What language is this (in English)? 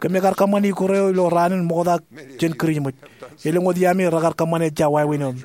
Marshallese